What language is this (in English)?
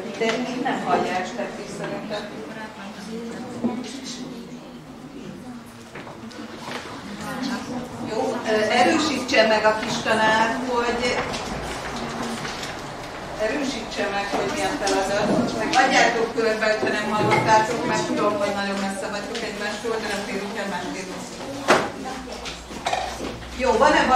Hungarian